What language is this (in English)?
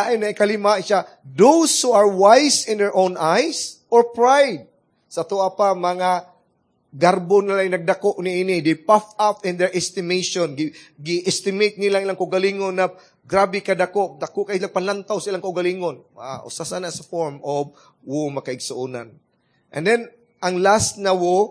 Cebuano